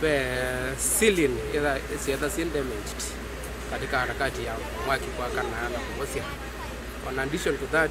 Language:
Kamba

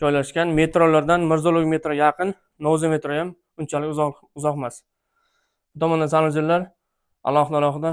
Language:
Uzbek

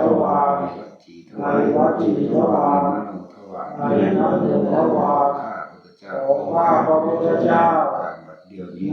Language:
Northeastern Thai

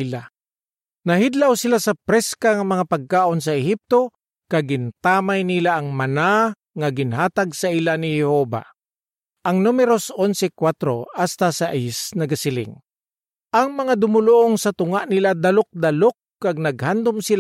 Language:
Hiligaynon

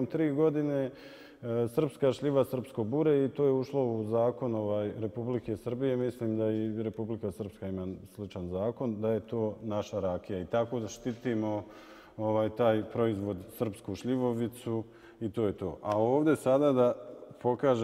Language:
Bosnian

